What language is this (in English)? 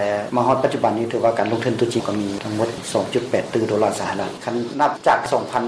Lao